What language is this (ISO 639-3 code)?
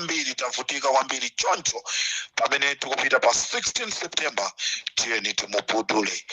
nya